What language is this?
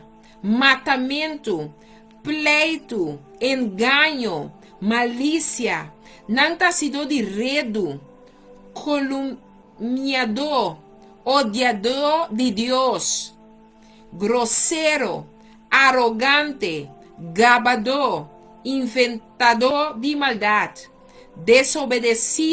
Papiamento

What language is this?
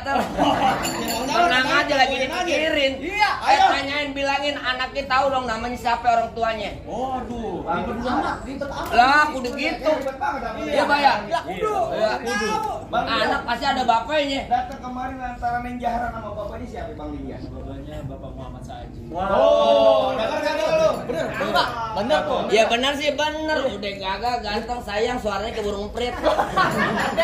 Betawi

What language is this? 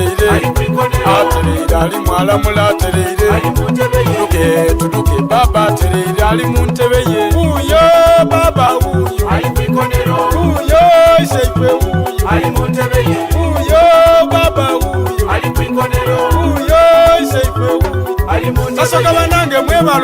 Soga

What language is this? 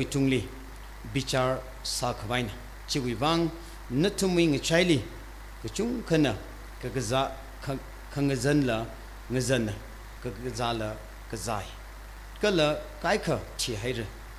Tangkhul Naga (India)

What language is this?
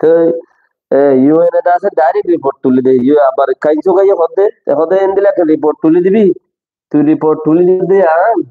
Rohingya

